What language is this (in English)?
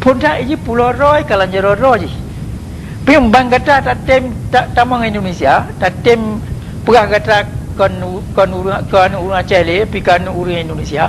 Achinese